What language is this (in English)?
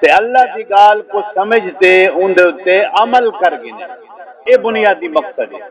Saraiki